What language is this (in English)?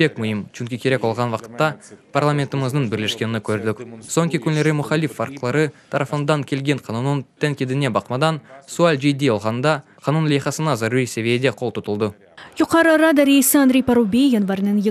Crimean Tatar